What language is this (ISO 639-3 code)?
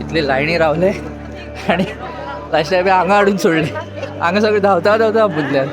kok